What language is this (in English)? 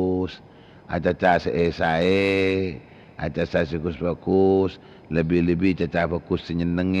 Madurese